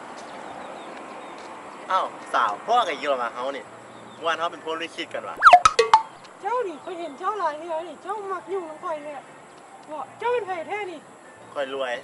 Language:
Lao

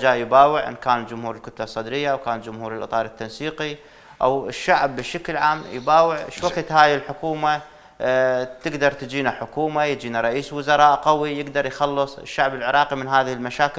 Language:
Mesopotamian Arabic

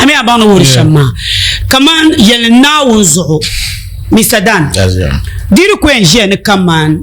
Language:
Dagbani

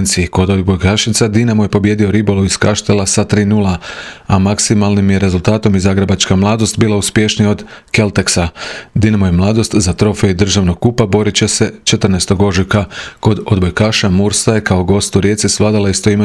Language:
Croatian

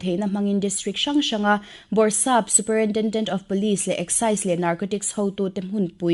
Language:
Mizo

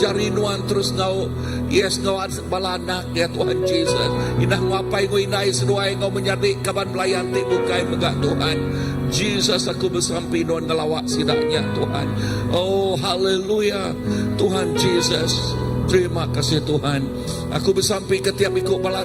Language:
Iban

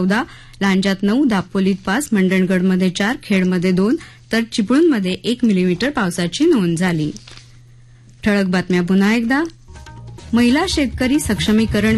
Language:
Marathi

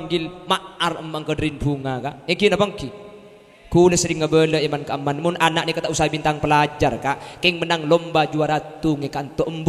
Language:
Madurese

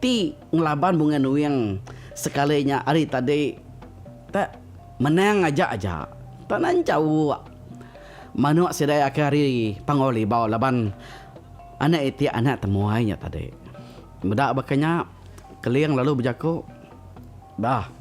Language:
Iban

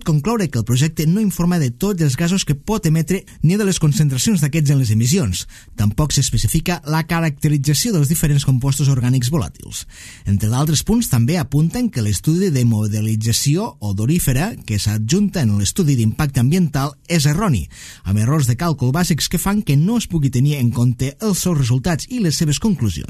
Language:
Catalan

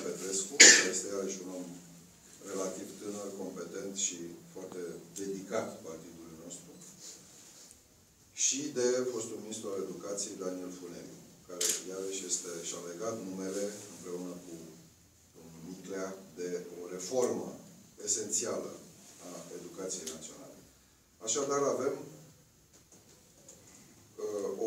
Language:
Romanian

